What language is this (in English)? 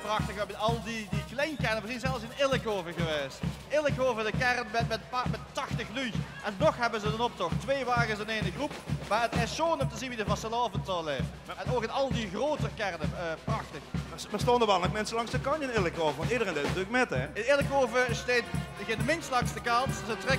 Limburgish